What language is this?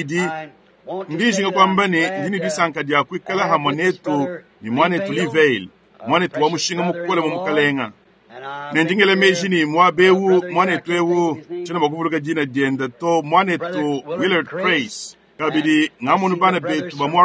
Luba-Lulua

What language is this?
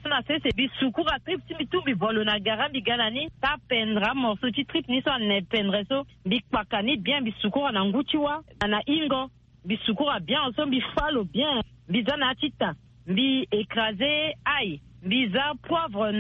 Sango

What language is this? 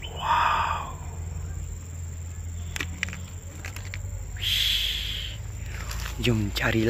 Malay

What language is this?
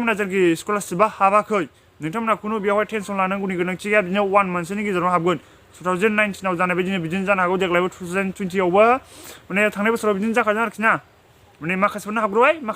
Bodo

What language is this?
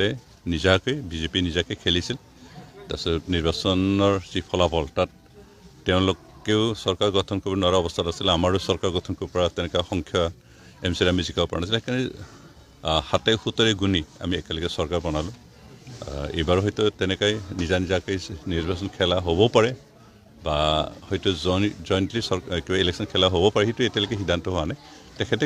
Assamese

